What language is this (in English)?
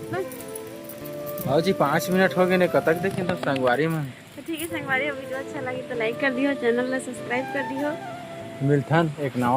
Chhattisgarhi